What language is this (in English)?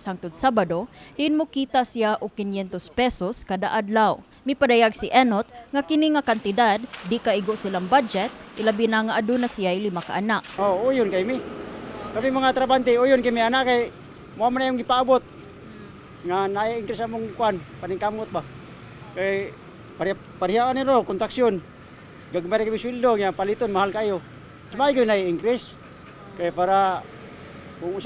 Cebuano